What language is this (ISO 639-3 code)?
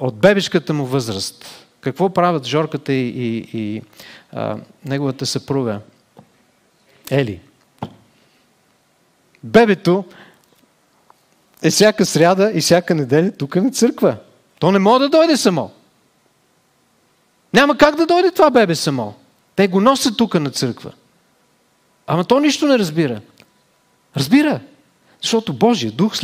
bul